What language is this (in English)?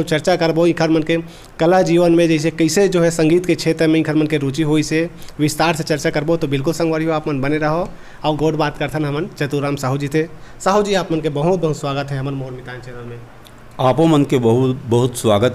Chhattisgarhi